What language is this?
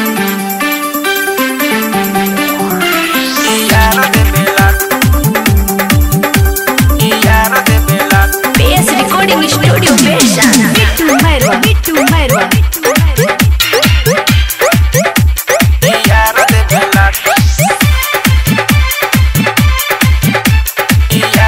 Bhojpuri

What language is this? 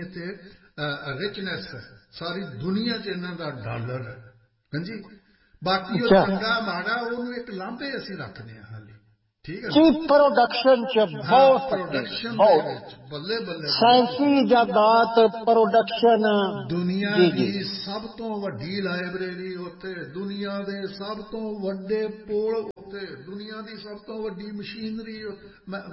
Punjabi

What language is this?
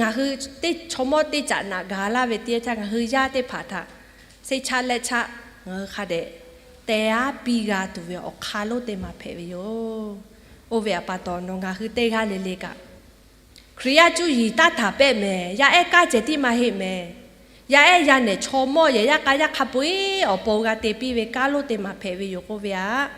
Lahu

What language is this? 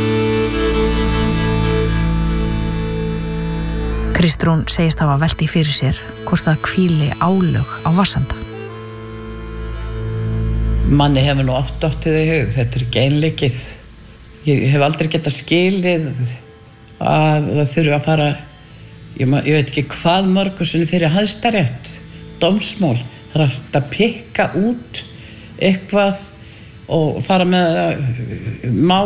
Icelandic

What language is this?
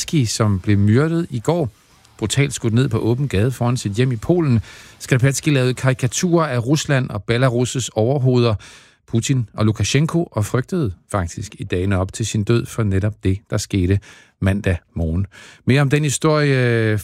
Danish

